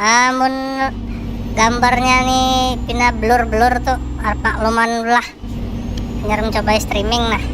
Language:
Banjar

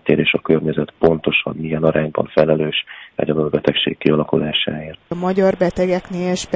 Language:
Hungarian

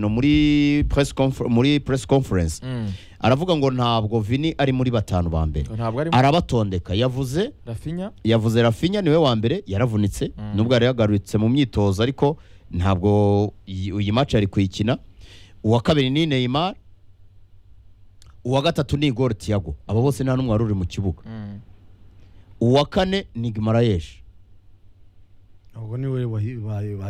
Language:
Kinyarwanda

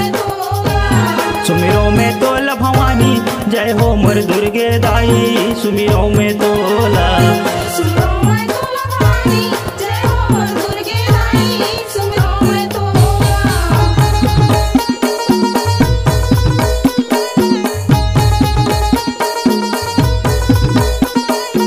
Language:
Chhattisgarhi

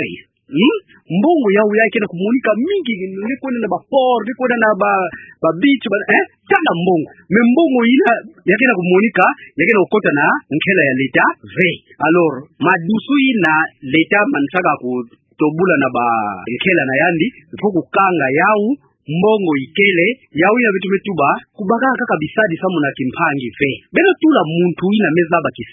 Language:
Kituba (Democratic Republic of Congo)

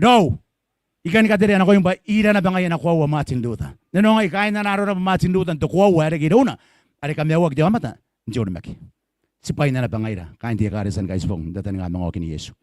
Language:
Gilbertese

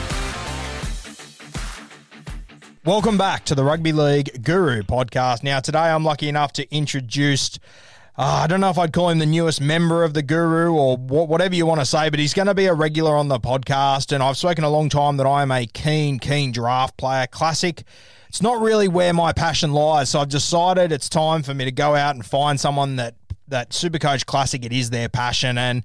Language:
English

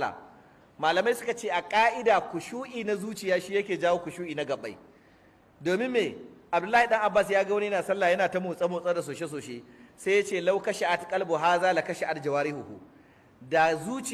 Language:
Hausa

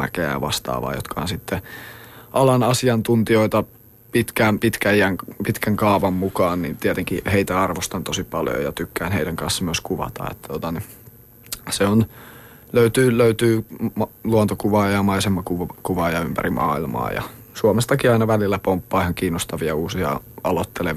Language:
Finnish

